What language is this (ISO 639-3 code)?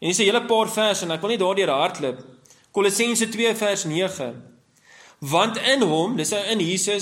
afr